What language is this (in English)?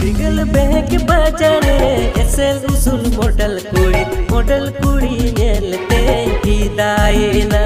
Santali